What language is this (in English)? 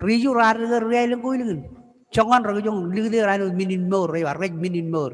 Marshallese